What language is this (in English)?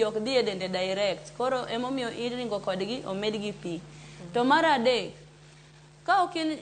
Luo (Kenya and Tanzania)